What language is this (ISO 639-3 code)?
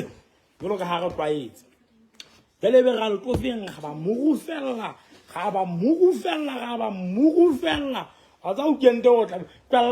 sot